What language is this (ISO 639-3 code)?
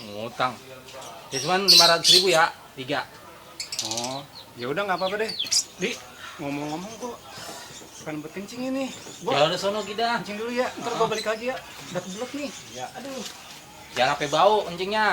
bew